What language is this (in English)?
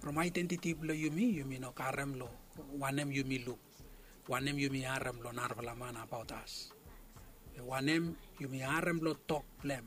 Bislama